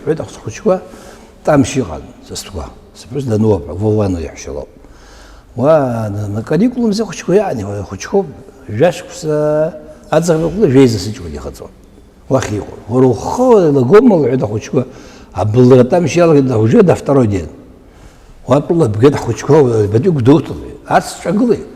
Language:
Abkhazian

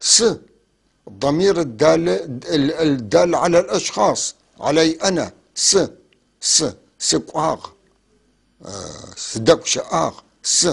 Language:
North Levantine Arabic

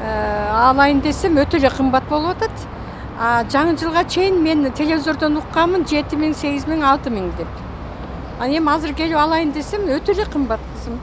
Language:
Kyrgyz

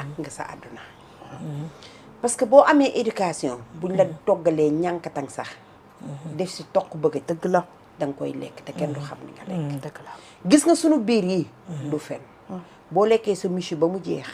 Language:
Wolof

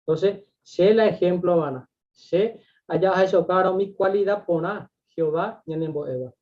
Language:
Guarani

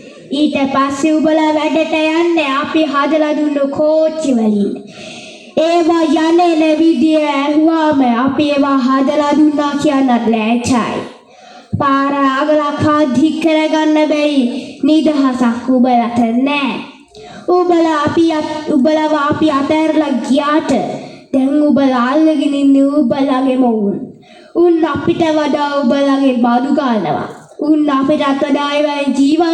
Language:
Sinhala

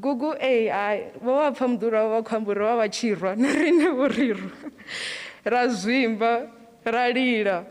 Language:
Venda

